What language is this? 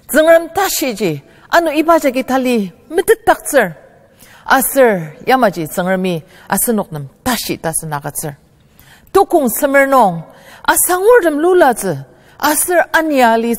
Ao Naga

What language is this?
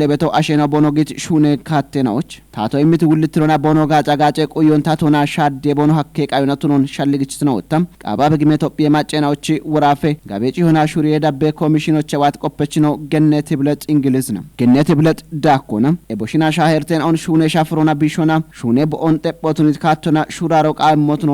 Kafa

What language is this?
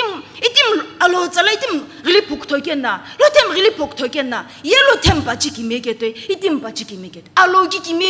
Sumi Naga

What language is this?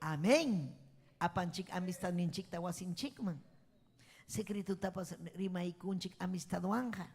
Ayacucho Quechua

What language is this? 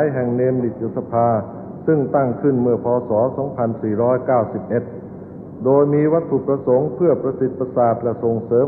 Thai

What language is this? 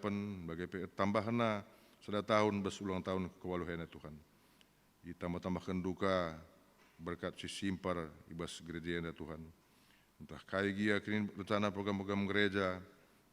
Batak Karo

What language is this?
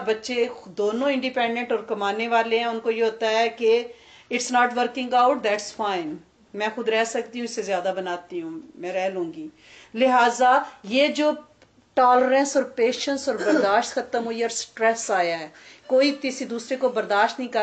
Urdu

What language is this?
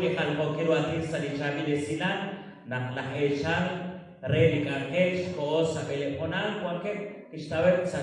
Kekchí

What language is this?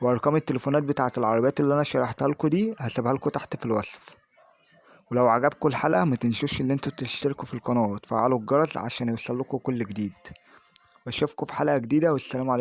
Egyptian Arabic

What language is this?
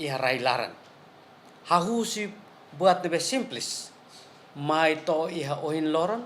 Tetum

